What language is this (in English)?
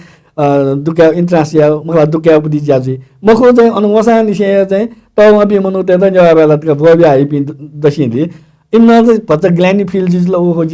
Newari